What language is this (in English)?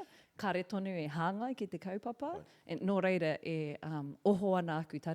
Māori